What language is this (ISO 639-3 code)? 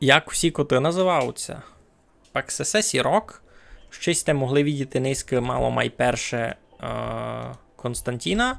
rue